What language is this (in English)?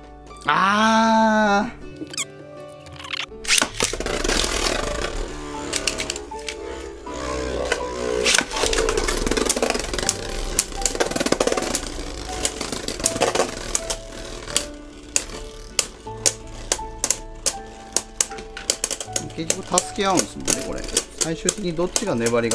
Japanese